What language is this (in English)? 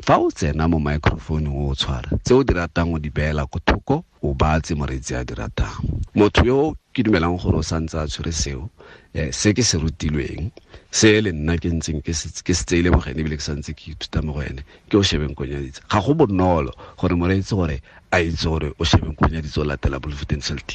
Tswana